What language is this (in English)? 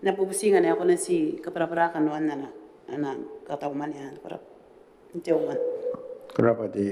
Gilbertese